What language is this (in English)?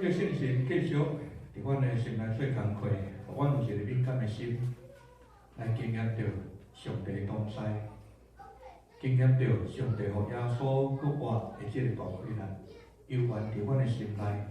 Min Nan Chinese